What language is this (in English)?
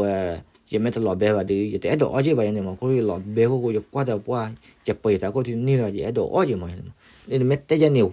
S'gaw Karen